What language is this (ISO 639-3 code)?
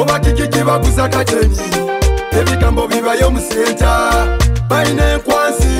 nyo